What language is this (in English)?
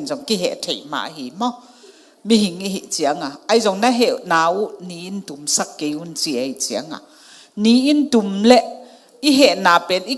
Tedim Chin